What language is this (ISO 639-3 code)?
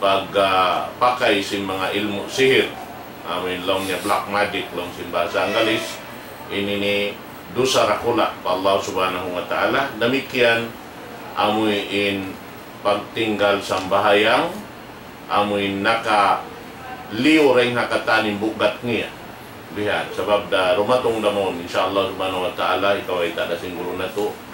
tsg